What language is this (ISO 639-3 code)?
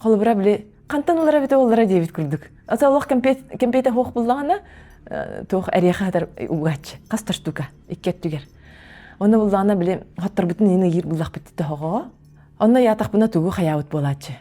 sah